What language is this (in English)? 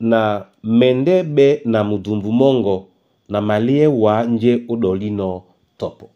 Duala